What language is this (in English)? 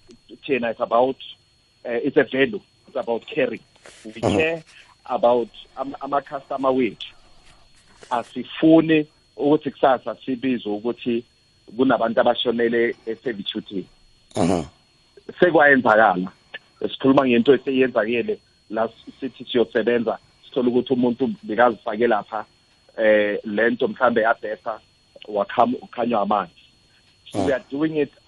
South Ndebele